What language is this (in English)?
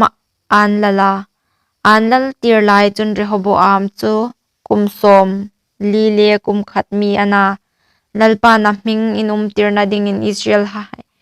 Hmar